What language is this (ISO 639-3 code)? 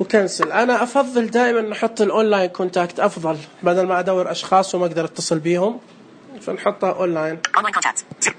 ars